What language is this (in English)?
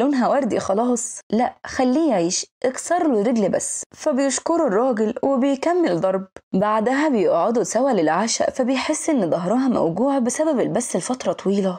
Egyptian Arabic